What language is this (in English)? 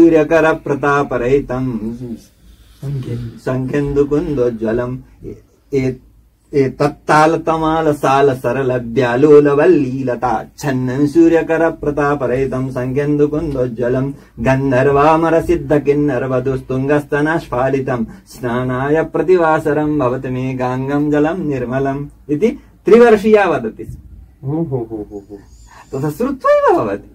Sanskrit